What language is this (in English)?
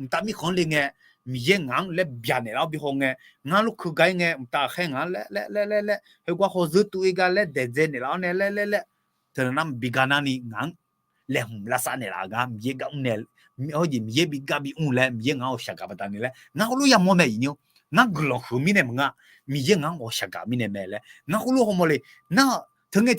Akha